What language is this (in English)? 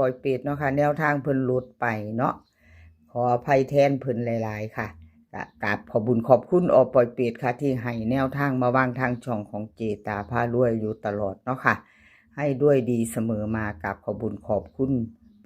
Northeastern Thai